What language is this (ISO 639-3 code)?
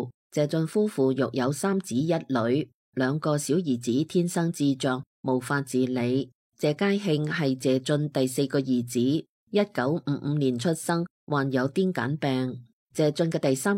yue